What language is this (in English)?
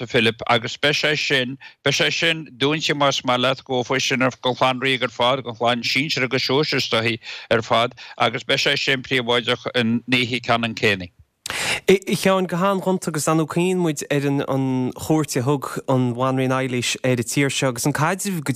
Irish